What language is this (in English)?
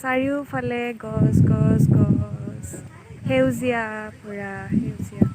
Assamese